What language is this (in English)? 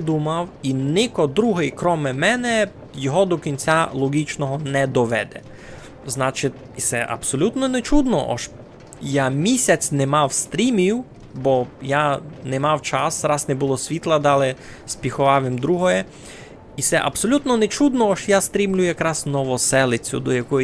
Rusyn